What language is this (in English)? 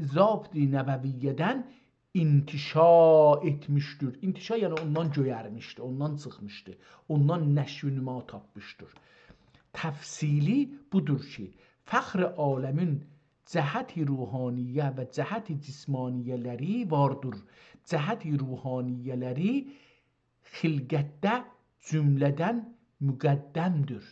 South Azerbaijani